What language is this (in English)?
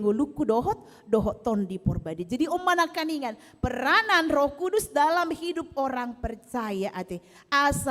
Batak Toba